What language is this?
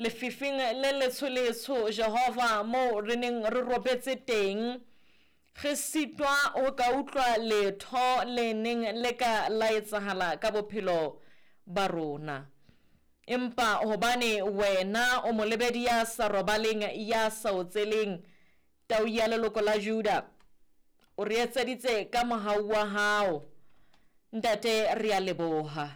Southern Sotho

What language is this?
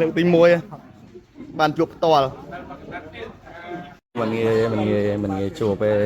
Khmer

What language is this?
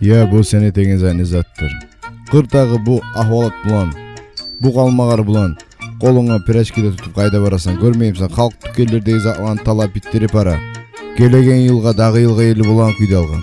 Kumyk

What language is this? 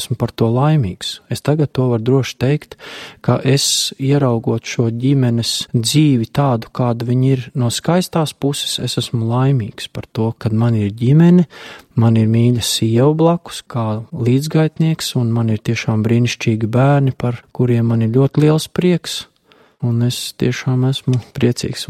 Latvian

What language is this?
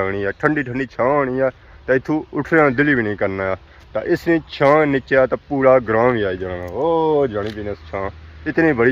Pahari-Potwari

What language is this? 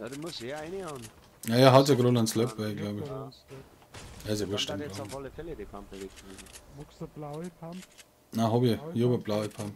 Bavarian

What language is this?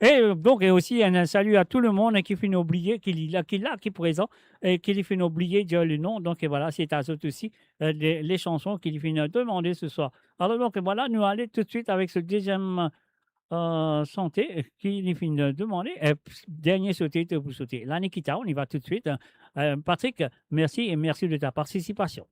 Morisyen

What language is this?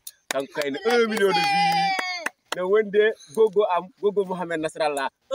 Fula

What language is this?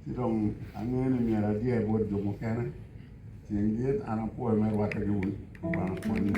Acoli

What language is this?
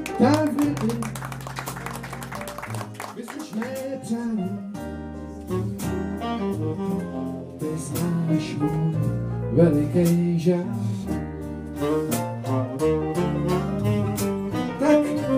Czech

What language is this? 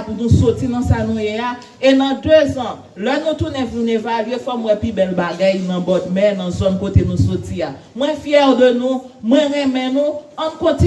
Haitian Creole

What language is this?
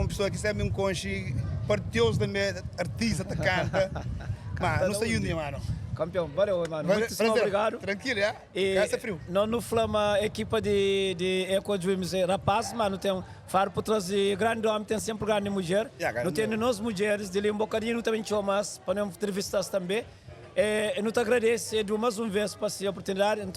Kabuverdianu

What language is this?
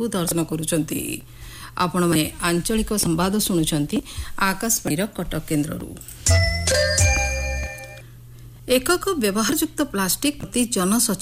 Odia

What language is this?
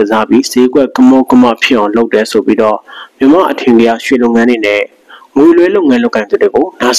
Burmese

